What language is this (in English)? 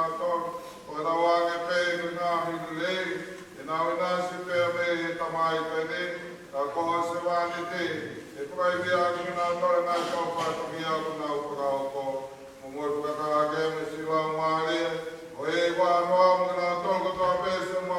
Tongan